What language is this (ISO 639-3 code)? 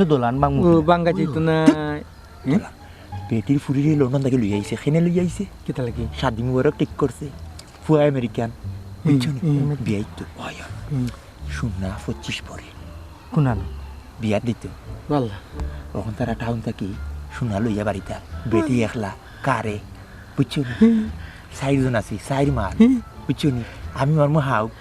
syl